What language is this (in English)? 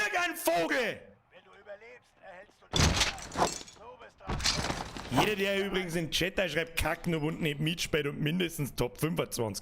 Bavarian